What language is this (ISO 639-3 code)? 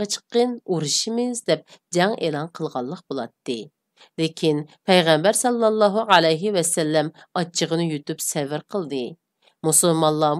uig